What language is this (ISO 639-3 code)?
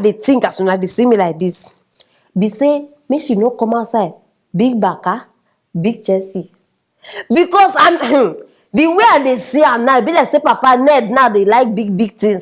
pcm